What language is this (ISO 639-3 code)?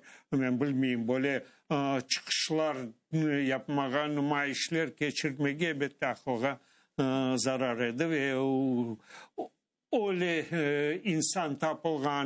crh